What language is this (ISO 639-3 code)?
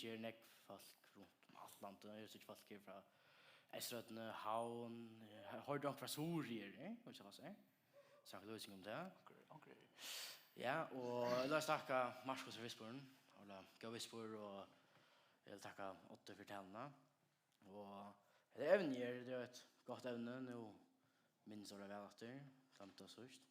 fao